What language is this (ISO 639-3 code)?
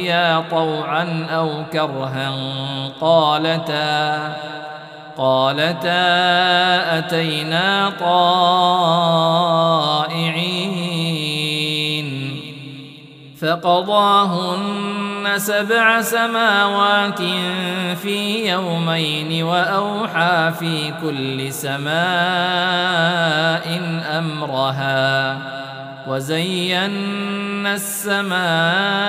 ara